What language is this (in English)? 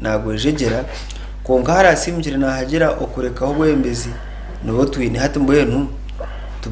Nyankole